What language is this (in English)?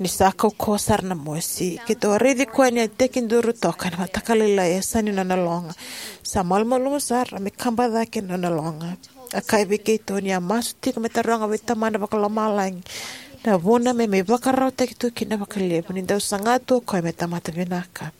Fijian